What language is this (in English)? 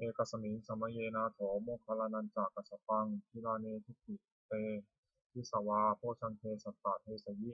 Pali